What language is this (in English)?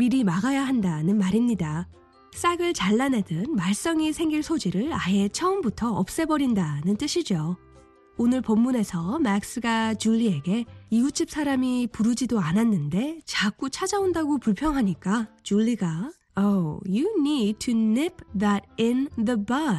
Korean